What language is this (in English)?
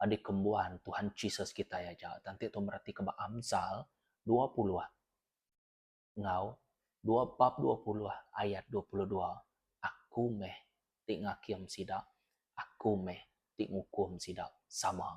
Iban